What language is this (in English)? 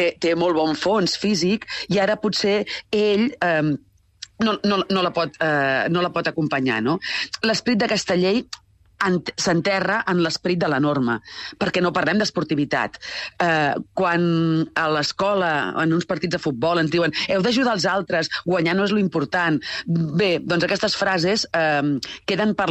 Catalan